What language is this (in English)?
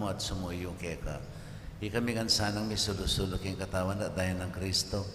Pampanga